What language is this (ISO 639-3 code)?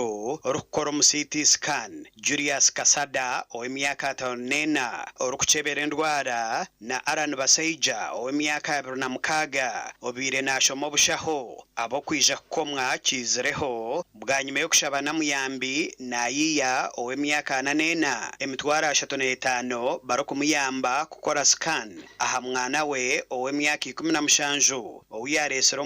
nyn